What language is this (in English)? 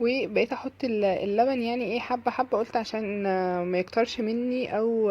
Egyptian Arabic